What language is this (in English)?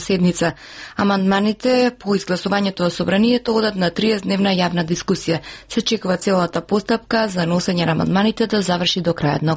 Macedonian